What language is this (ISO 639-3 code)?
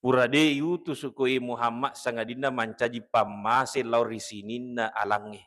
bug